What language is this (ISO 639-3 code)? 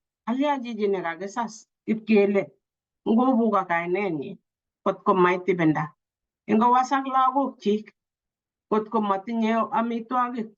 kln